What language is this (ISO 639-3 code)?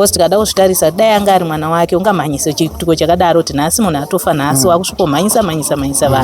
sna